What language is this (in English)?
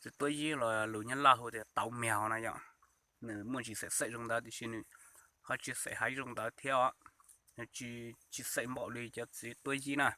Hmong